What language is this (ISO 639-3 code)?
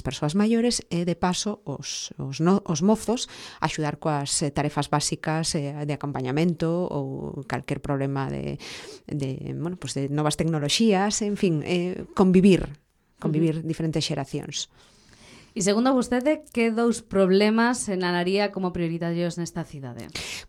glg